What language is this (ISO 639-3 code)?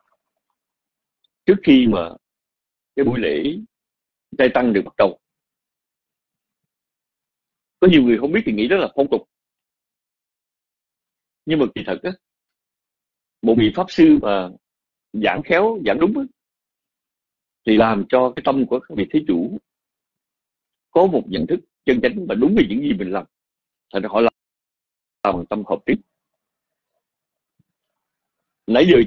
vie